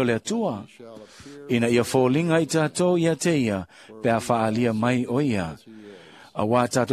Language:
Samoan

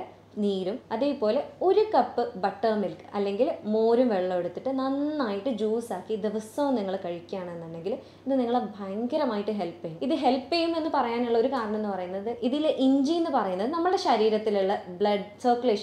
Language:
Malayalam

